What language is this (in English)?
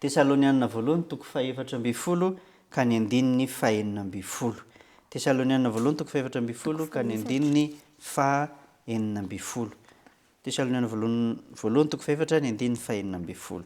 Malagasy